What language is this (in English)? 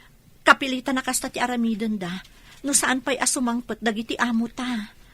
Iloko